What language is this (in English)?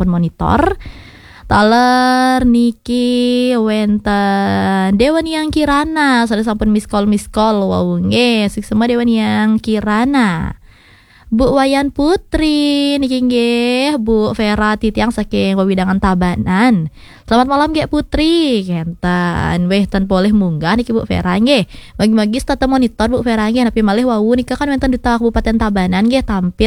Balinese